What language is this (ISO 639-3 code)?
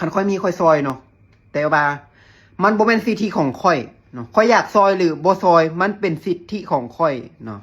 lao